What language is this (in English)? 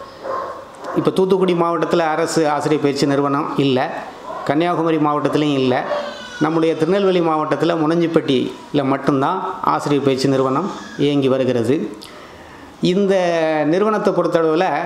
Tamil